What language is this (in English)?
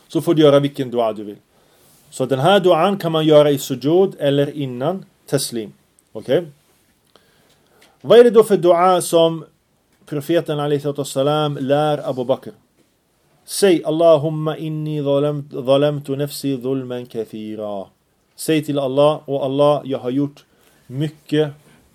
Swedish